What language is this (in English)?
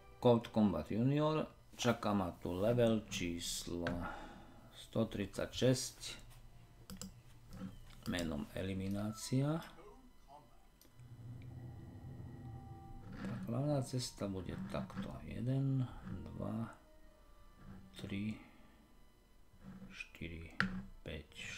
Slovak